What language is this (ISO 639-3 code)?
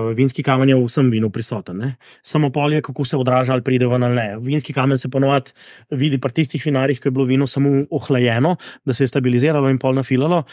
slv